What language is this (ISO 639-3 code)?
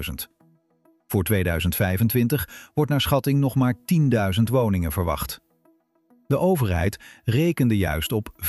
nld